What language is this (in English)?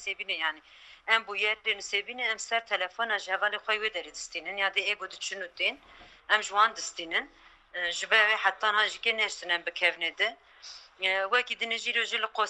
Kurdish